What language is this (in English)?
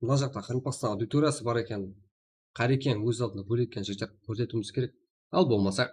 Kara-Kalpak